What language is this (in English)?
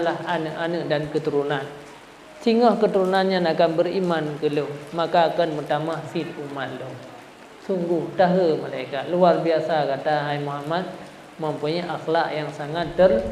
Achinese